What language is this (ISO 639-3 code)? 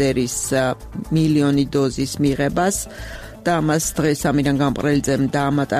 kat